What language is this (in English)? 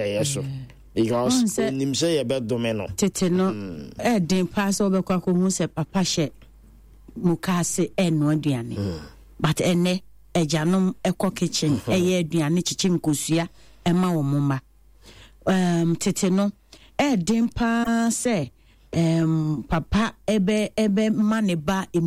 Akan